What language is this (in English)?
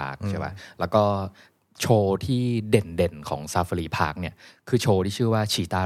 Thai